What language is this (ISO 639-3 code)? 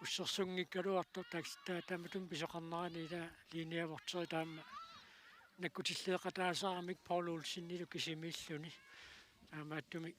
kal